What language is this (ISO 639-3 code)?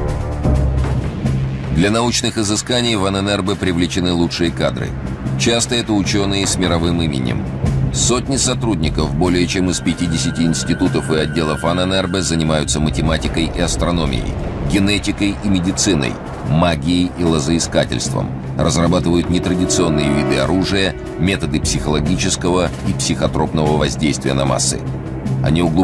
rus